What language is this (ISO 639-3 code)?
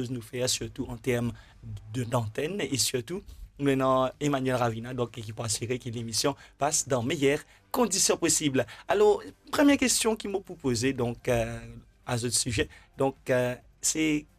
mfe